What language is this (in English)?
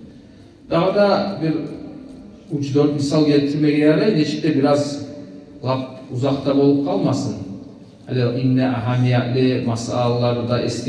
Kumyk